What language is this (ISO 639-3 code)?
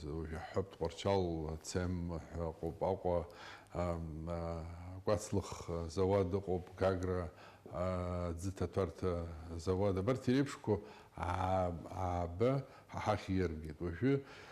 abk